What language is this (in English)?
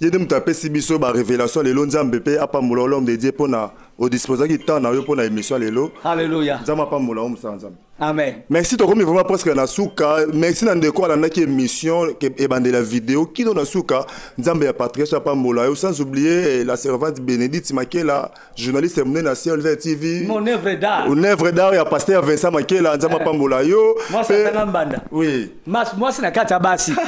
Lingala